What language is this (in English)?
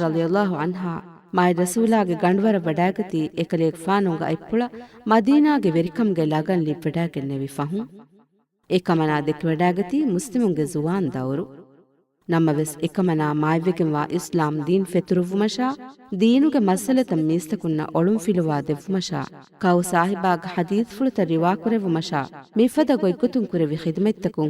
Divehi